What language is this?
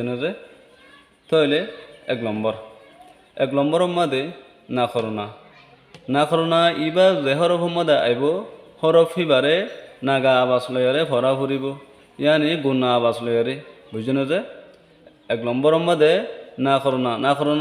Rohingya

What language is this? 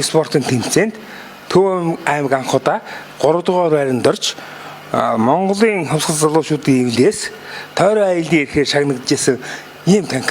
Mongolian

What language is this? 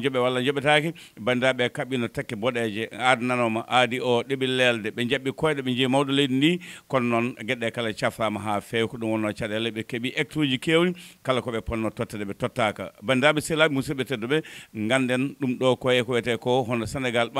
Fula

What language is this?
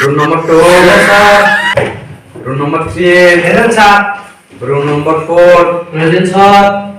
Kok Borok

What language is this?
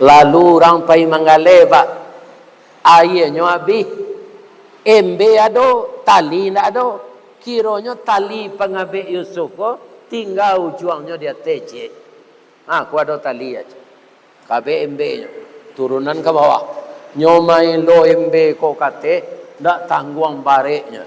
Minangkabau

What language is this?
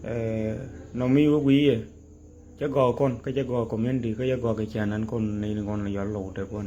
Nuer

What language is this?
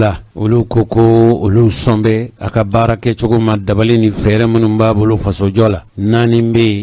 Bambara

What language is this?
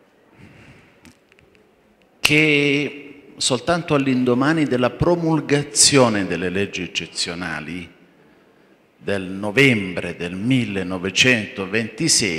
Italian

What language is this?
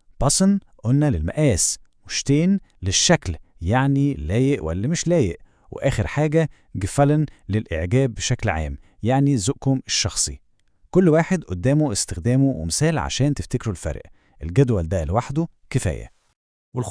Egyptian Arabic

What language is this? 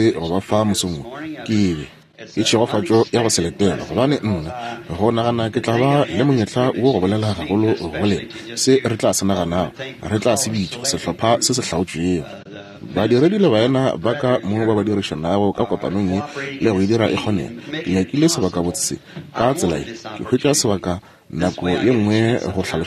Northern Sotho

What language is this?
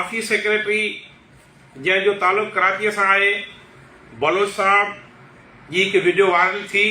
Sindhi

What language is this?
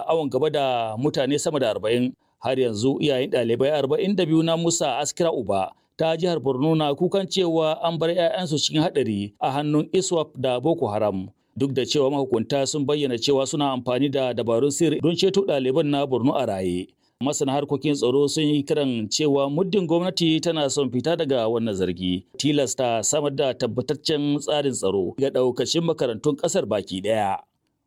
Hausa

